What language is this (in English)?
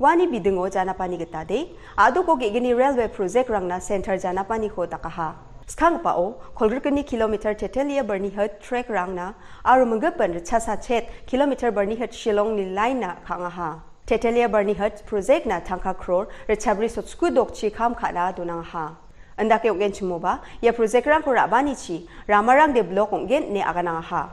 Garo